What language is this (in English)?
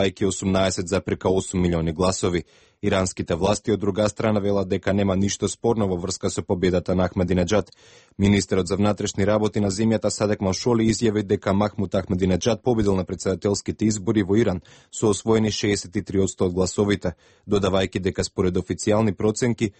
Macedonian